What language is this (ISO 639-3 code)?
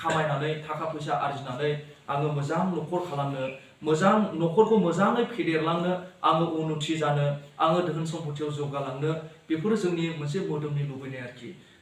brx